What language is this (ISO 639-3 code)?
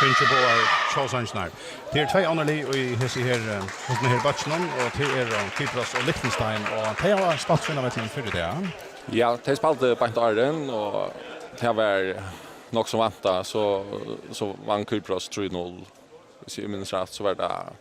fao